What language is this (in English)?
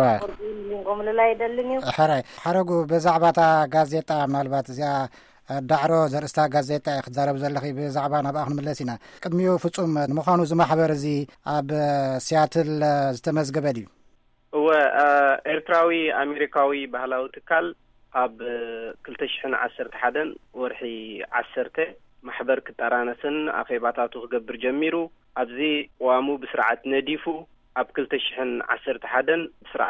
Tigrinya